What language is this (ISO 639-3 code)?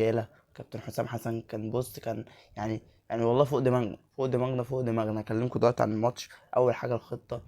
arz